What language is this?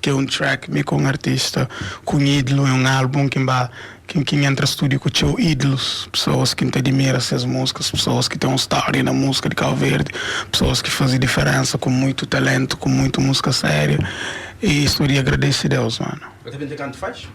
Kabuverdianu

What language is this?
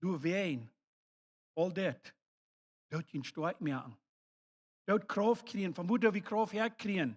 Plautdietsch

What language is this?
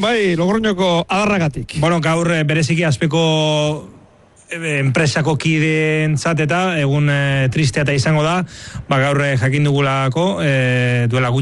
Basque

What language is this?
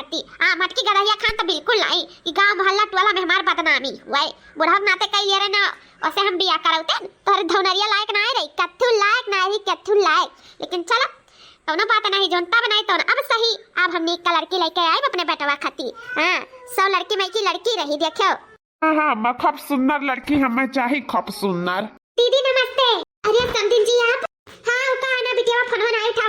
Awadhi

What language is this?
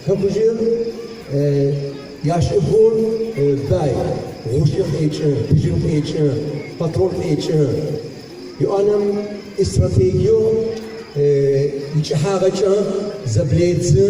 Adyghe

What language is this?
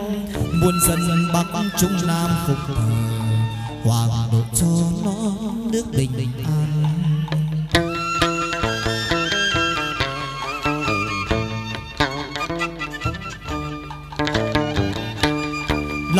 Vietnamese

